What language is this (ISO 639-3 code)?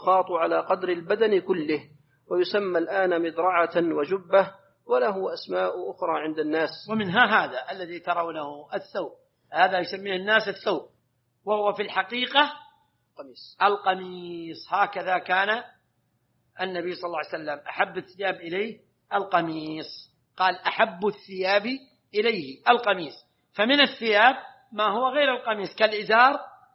ara